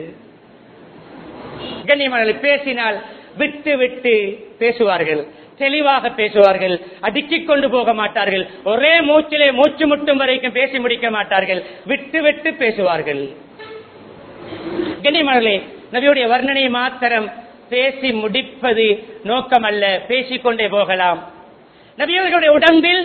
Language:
Tamil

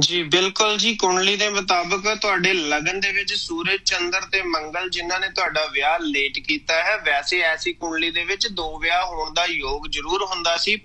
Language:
Punjabi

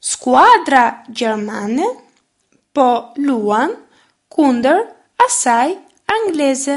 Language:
Albanian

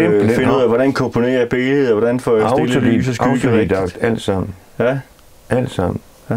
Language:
Danish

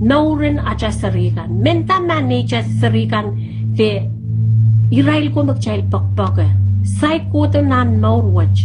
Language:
Pohnpeian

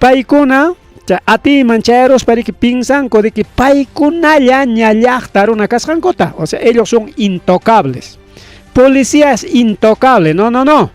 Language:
Ayacucho Quechua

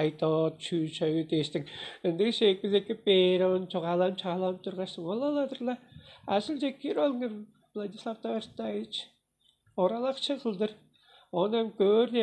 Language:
Tuvinian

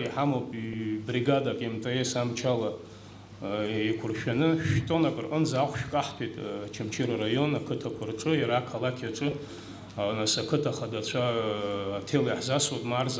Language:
Abkhazian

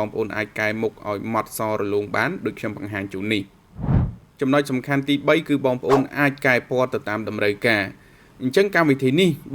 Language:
Khmer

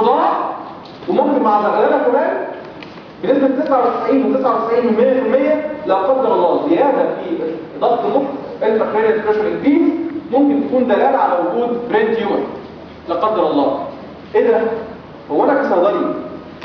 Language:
Egyptian Arabic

